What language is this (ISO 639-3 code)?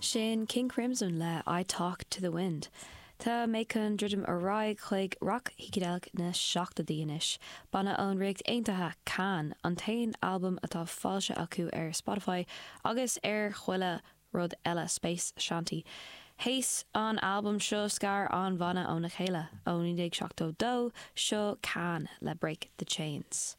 gle